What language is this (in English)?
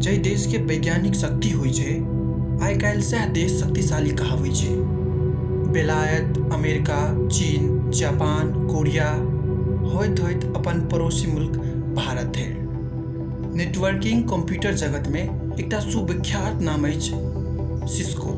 Maithili